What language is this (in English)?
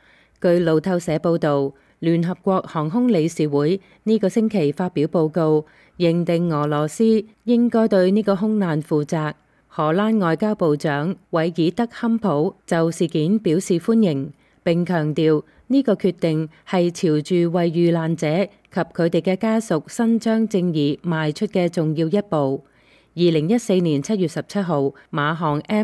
Cantonese